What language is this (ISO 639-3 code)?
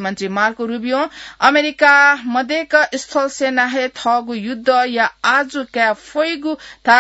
new